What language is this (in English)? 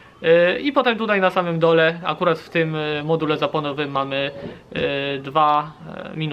Polish